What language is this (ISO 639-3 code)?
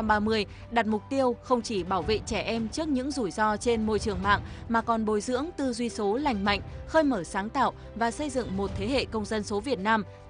vie